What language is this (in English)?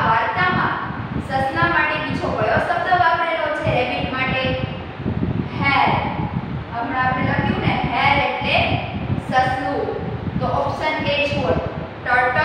Gujarati